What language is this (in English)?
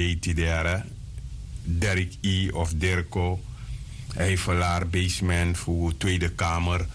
Sranan Tongo